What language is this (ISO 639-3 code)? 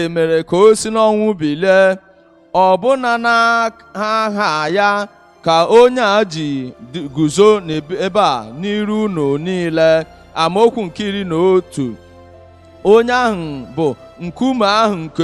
ibo